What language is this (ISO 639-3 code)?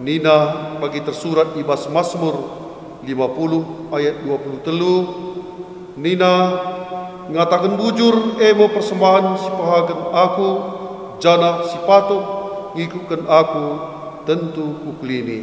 btx